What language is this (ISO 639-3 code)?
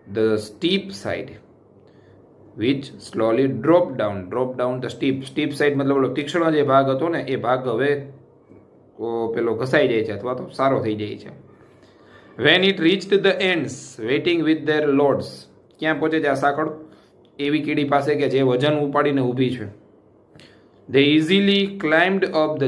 guj